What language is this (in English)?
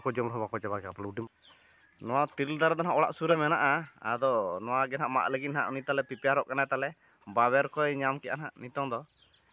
Santali